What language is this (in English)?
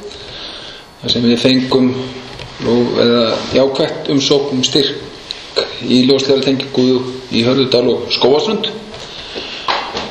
Icelandic